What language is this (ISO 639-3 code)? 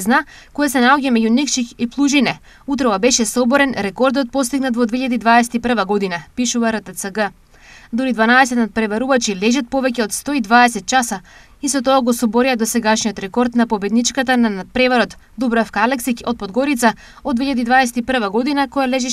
mkd